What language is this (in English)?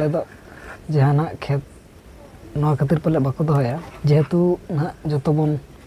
Santali